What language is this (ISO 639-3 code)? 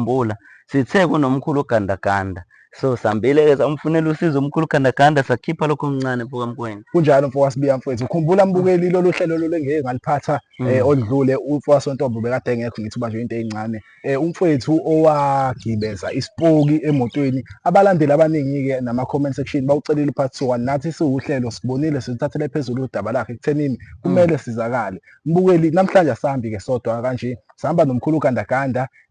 zul